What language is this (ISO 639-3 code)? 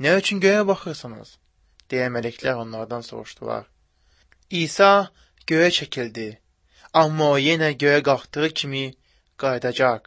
aze